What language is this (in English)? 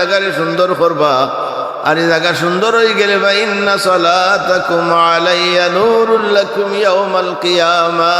Sylheti